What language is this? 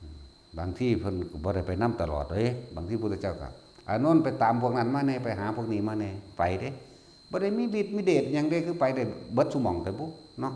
Northeastern Thai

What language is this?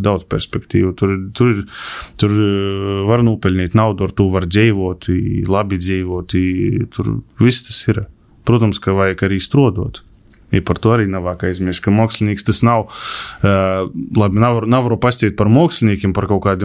Latvian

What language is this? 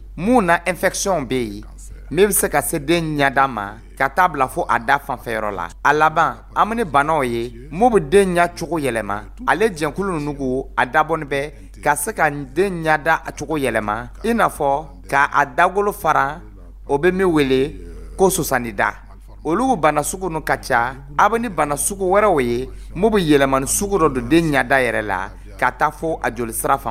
Dyula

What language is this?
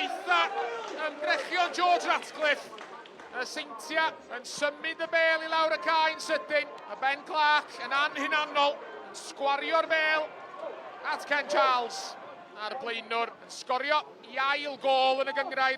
Welsh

